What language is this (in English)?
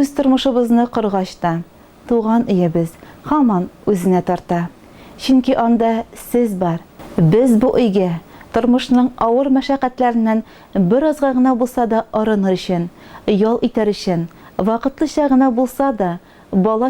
Tatar